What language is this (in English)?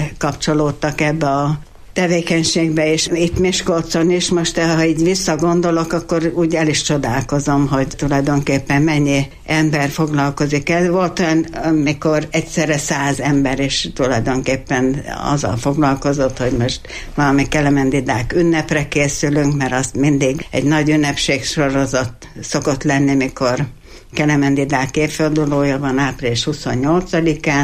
Hungarian